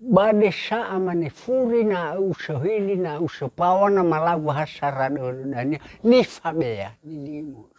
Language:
Nias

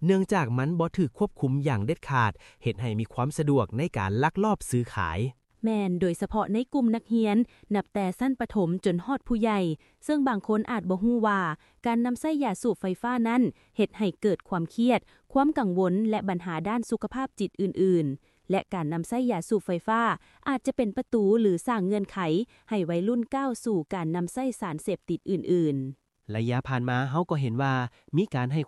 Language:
Lao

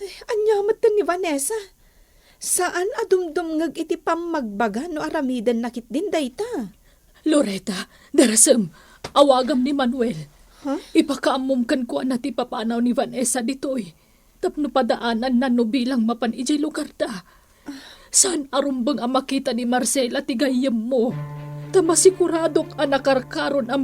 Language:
Iloko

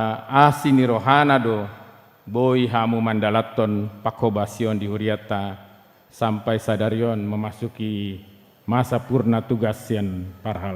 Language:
Batak Toba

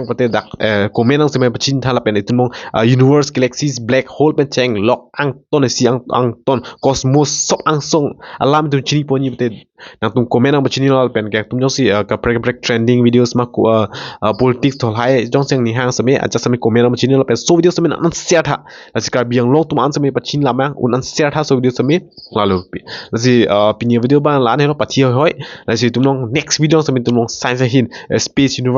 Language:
Karbi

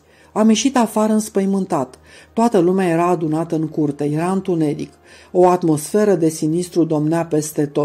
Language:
Romanian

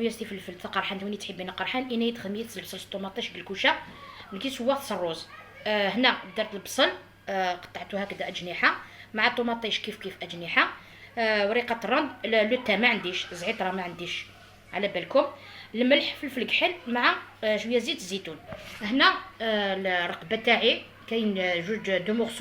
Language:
Algerian Arabic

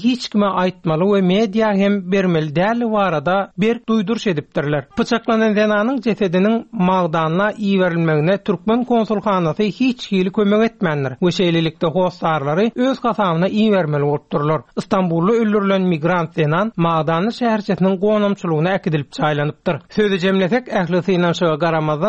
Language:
Turkmen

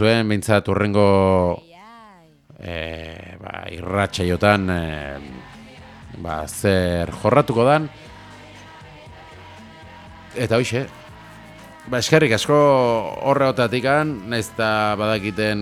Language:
Basque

